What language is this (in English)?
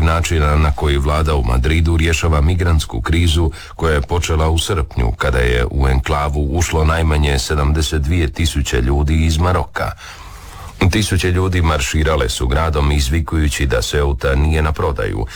Croatian